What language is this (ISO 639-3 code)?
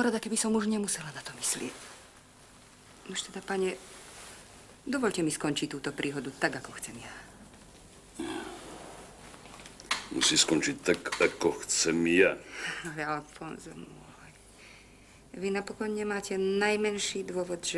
slk